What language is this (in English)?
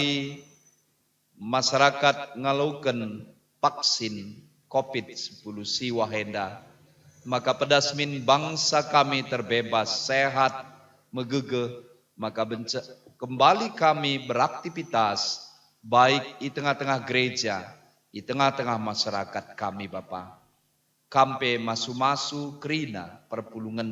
Batak Karo